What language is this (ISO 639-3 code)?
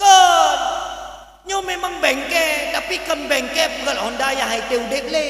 ace